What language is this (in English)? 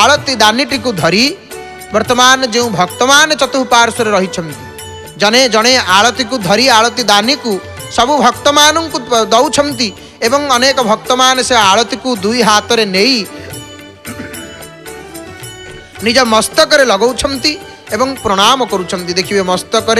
Odia